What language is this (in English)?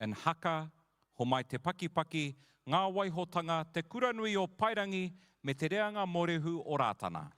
Māori